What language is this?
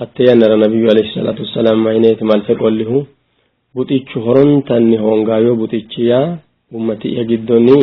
Sidamo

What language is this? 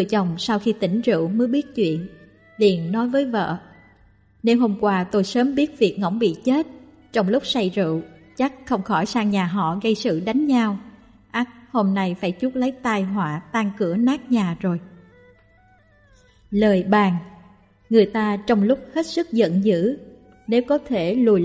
Vietnamese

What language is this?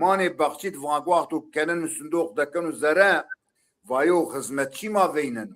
Zaza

